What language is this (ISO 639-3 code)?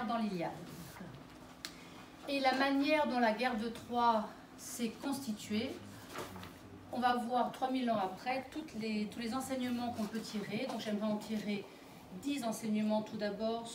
fra